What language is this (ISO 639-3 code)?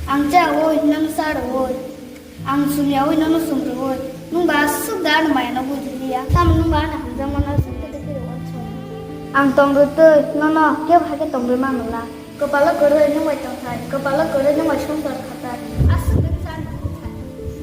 trp